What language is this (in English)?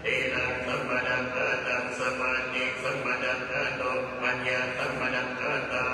Pali